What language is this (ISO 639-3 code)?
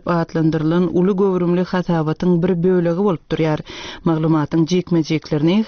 tuk